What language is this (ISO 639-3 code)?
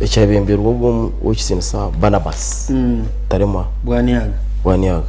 nyn